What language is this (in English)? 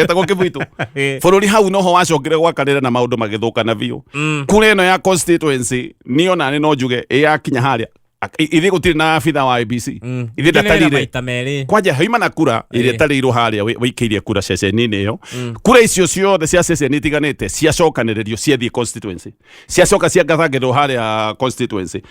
Kikuyu